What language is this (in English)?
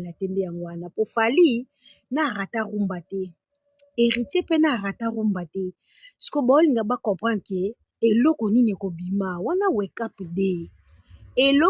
Lingala